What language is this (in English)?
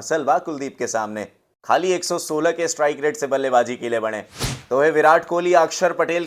Bhojpuri